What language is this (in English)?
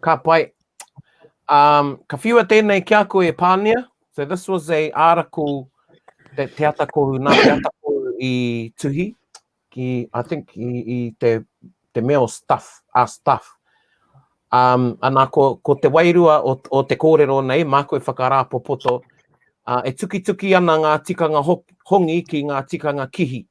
Māori